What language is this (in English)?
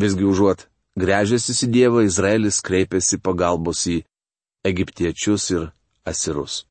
Lithuanian